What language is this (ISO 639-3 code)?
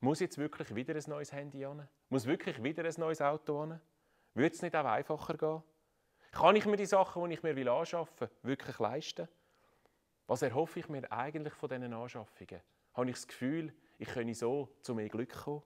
gsw